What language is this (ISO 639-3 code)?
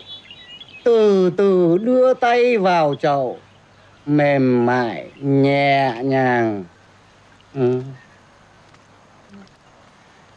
vie